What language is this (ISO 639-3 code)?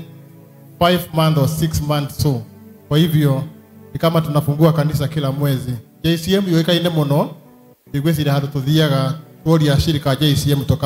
kik